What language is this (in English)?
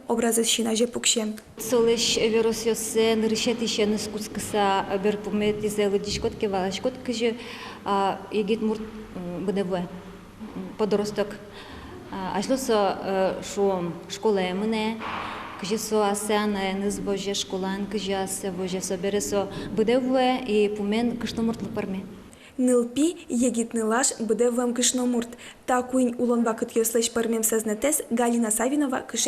Udmurt